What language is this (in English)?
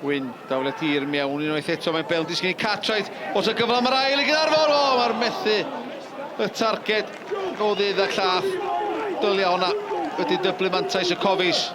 Welsh